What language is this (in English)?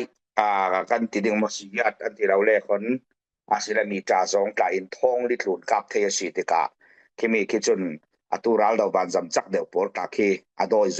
Falam Chin